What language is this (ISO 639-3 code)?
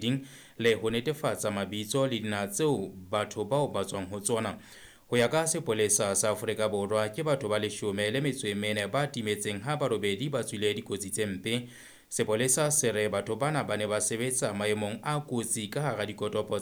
sot